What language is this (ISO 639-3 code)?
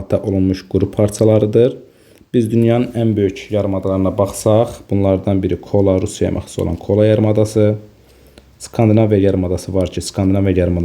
aze